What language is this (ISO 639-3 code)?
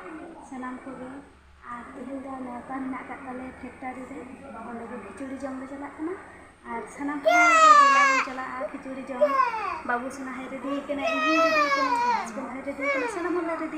sat